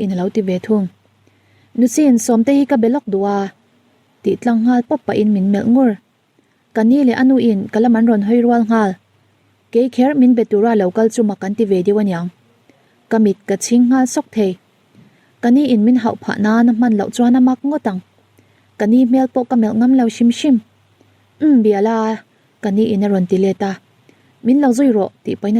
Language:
Mizo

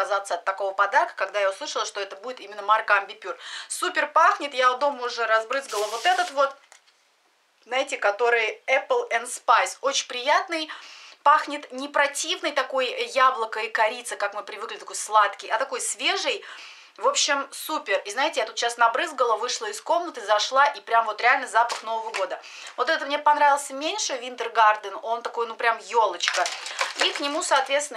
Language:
Russian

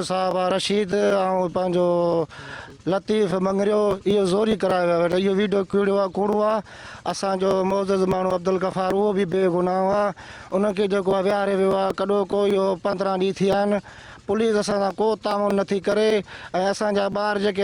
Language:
Sindhi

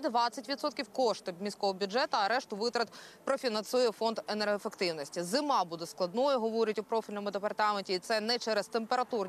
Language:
Ukrainian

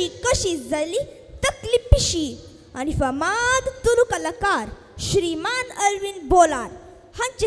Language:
Konkani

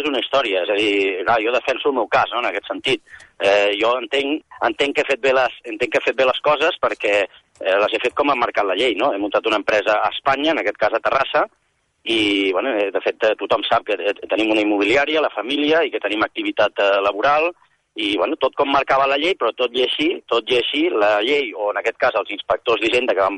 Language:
Catalan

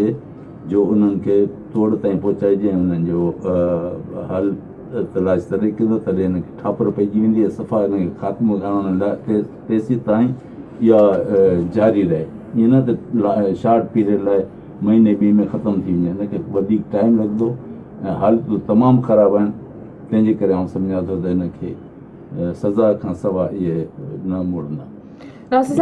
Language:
Sindhi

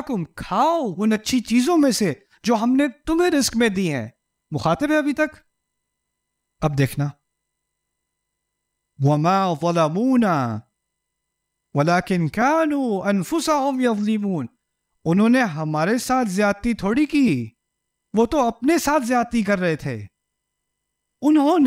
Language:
Urdu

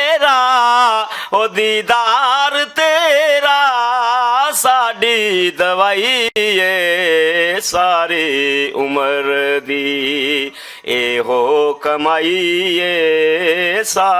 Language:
Western Panjabi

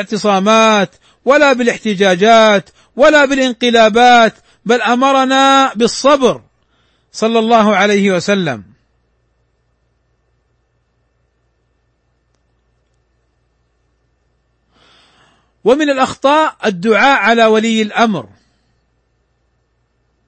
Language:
Arabic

